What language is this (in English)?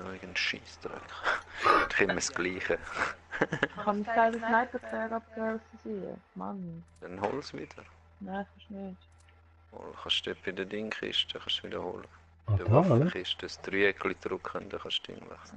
Swiss German